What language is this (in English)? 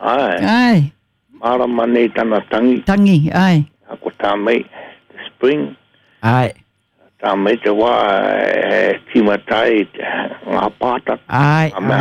Māori